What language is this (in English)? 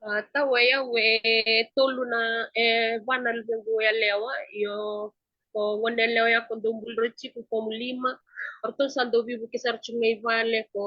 Fijian